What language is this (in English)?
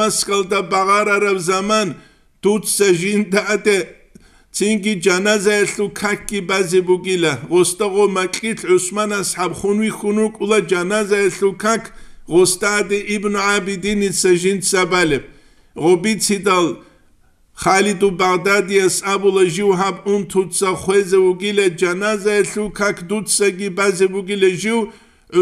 Avaric